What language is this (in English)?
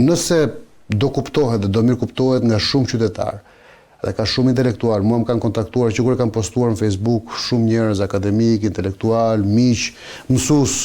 Albanian